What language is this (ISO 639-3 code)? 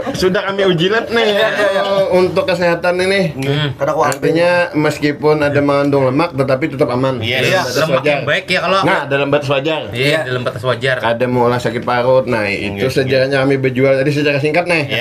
bjn